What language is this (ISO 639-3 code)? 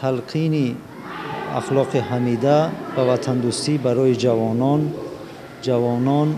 tgk